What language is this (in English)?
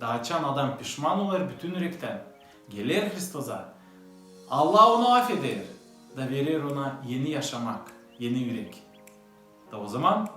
Gagauz